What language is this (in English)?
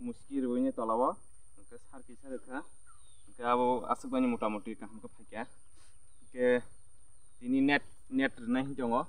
Kok Borok